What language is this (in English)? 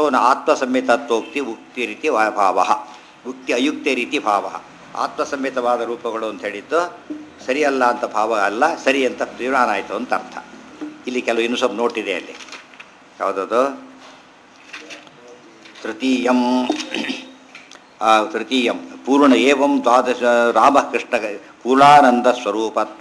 Kannada